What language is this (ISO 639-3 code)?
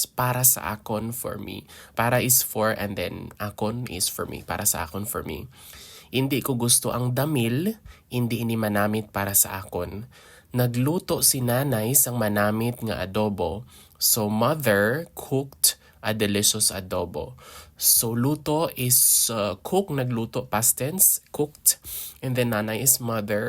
hil